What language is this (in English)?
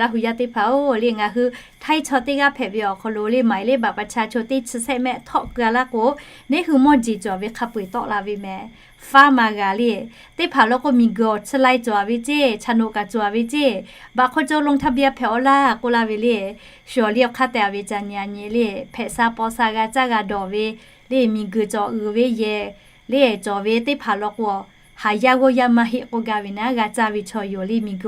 Lahu